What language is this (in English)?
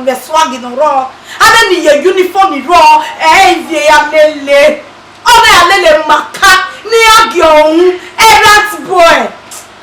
Bini